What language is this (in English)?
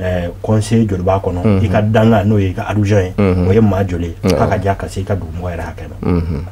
Bambara